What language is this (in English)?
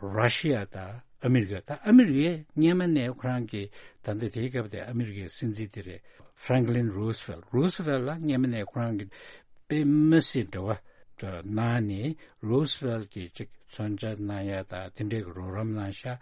Tibetan